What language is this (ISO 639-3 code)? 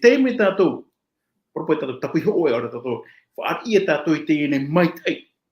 tah